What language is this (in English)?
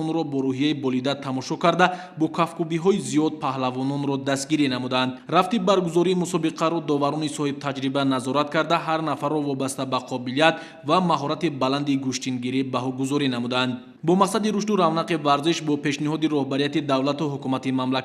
Tajik